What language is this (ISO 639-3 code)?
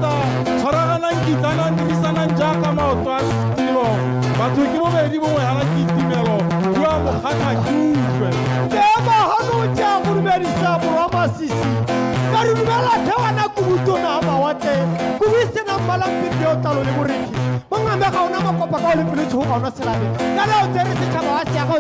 tsn